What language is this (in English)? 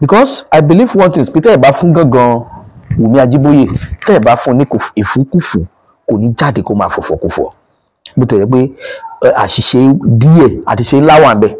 Yoruba